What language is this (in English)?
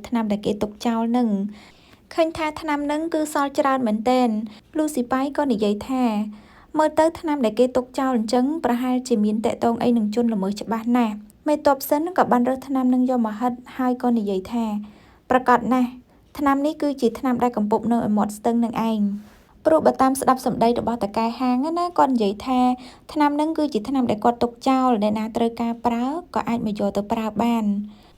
Khmer